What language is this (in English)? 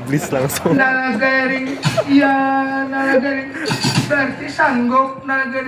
Banjar